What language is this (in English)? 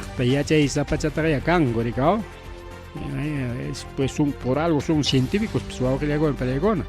Ayacucho Quechua